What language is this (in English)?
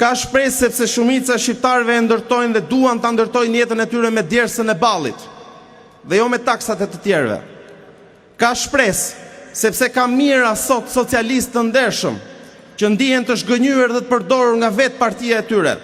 Albanian